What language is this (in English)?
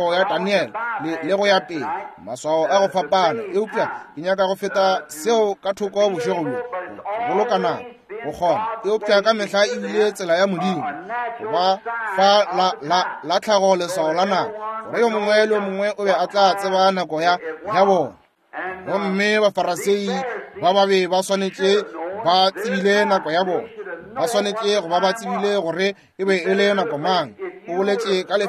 Northern Sotho